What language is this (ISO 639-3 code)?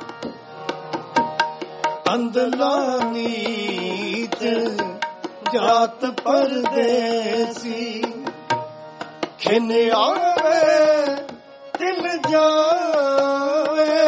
pan